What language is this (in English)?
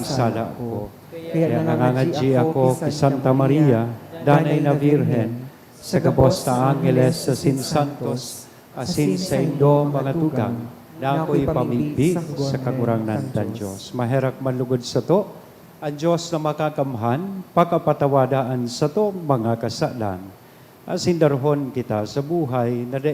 Bikol